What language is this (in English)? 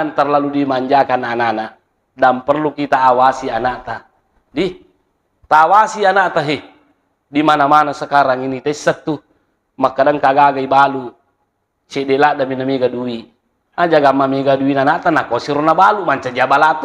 Buginese